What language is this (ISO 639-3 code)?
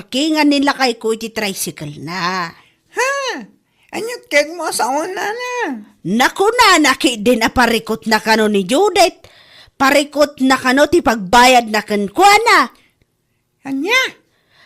ilo